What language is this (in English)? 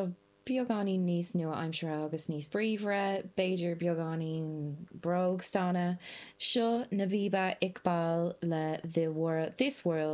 Irish